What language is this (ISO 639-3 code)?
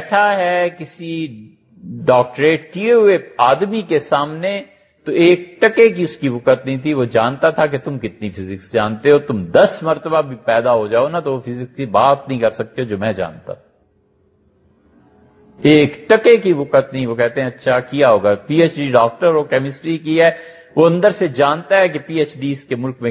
urd